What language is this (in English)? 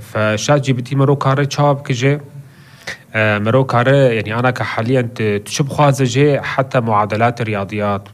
North Levantine Arabic